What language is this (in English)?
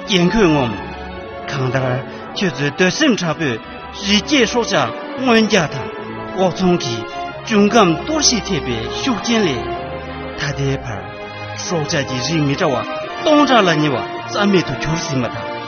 Tibetan